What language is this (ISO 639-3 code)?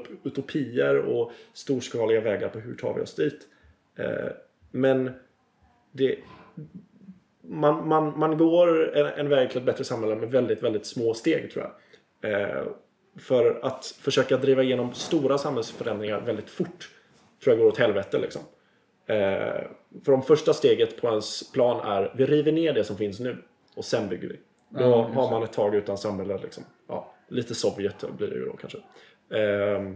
swe